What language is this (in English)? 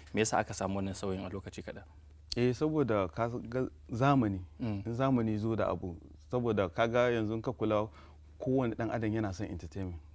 Hausa